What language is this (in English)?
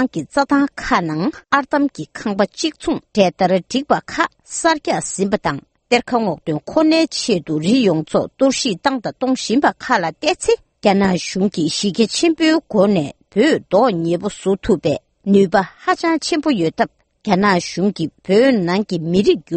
Tibetan